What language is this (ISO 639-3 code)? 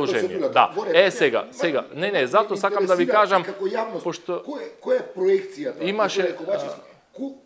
mkd